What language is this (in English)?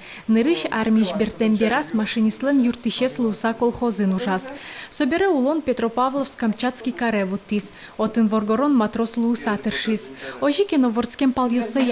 Udmurt